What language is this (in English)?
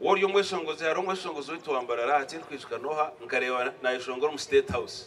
Nyankole